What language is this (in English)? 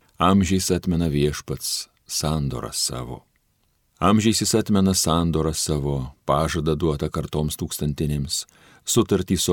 Lithuanian